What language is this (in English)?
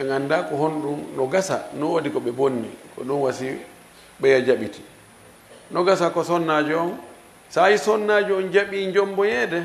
Fula